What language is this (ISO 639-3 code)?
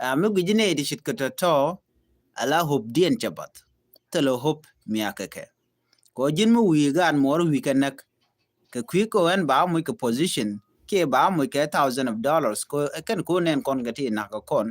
nus